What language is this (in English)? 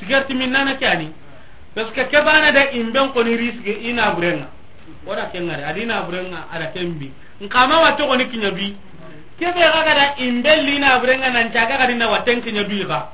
Soninke